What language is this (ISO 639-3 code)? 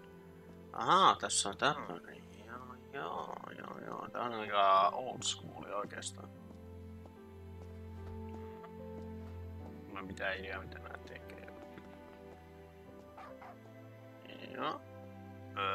fin